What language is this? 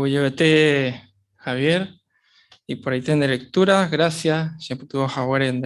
Guarani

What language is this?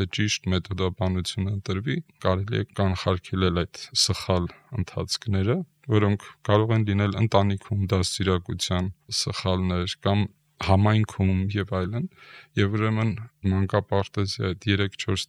Armenian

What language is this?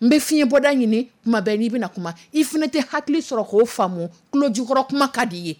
Dyula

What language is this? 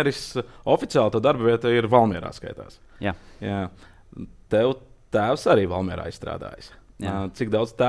Latvian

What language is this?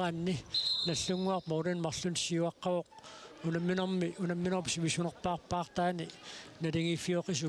Kalaallisut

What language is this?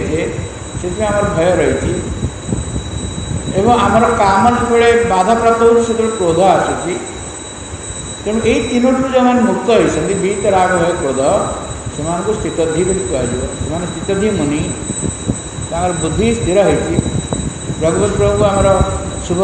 Odia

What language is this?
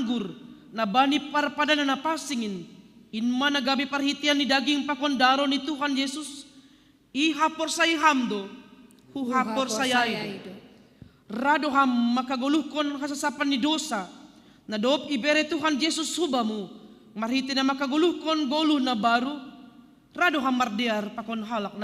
Batak Simalungun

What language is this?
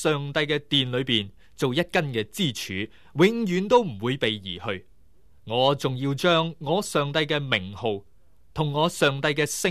Cantonese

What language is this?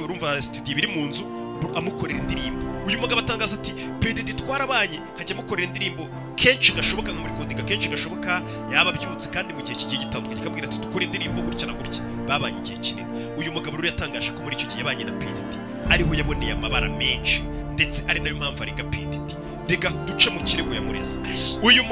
Kinyarwanda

